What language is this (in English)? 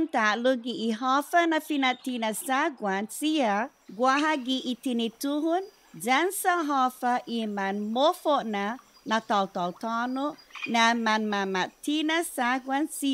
Chamorro